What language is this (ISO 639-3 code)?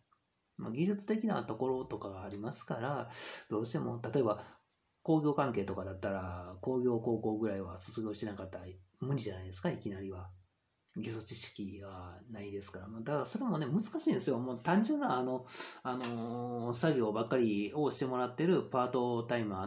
jpn